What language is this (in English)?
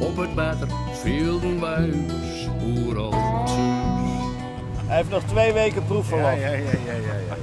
Western Frisian